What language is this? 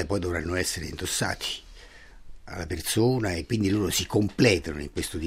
Italian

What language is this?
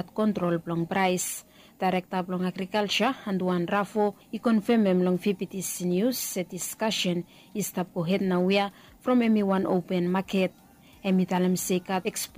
Bislama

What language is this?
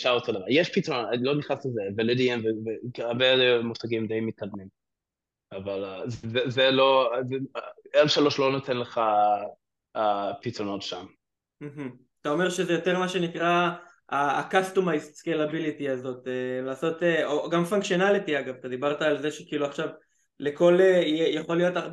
Hebrew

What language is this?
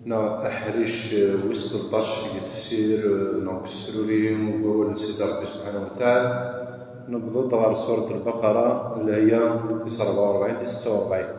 Kabyle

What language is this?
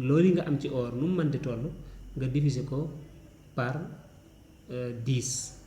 Wolof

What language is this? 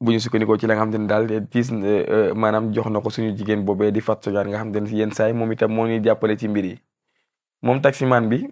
Wolof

